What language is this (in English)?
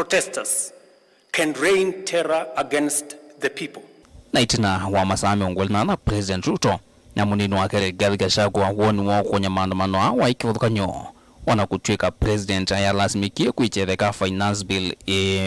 Kamba